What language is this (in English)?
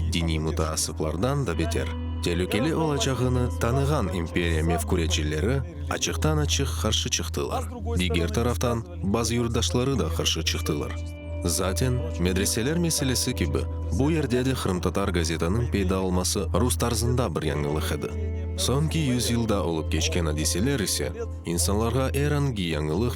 Crimean Tatar